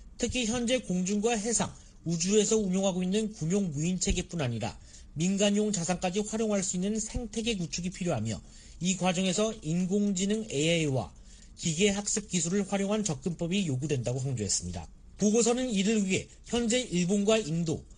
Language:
Korean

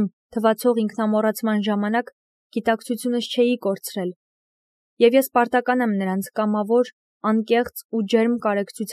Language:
Armenian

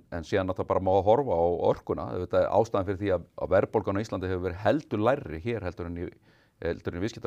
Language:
Icelandic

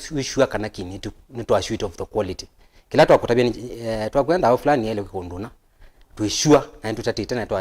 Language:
Kamba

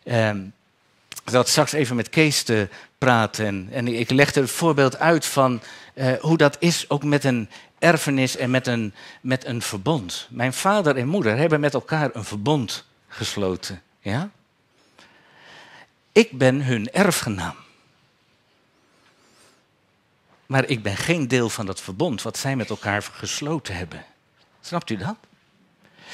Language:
Dutch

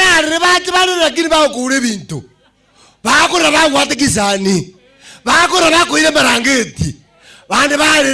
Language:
Gusii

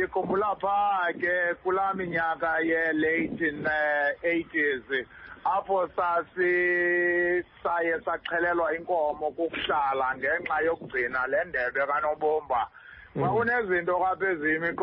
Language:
Xhosa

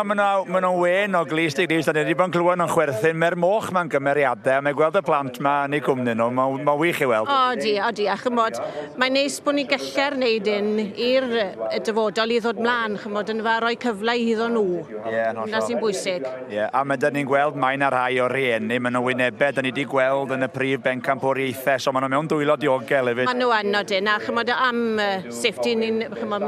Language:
Welsh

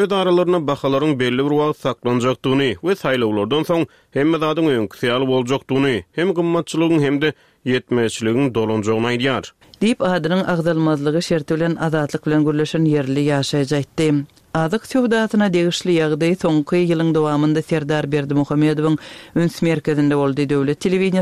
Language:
Turkmen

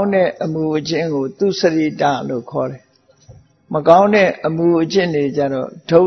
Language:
Burmese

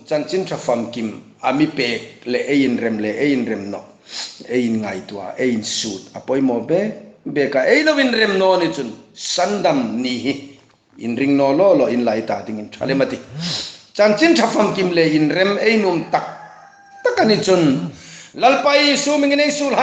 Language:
Hmar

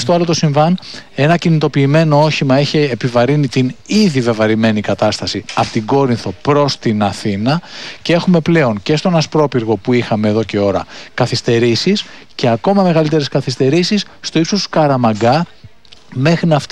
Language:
Greek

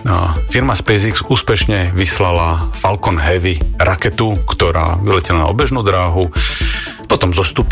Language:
Slovak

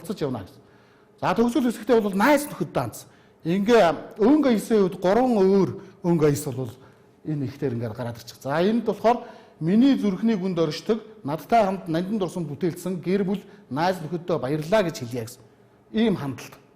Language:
Mongolian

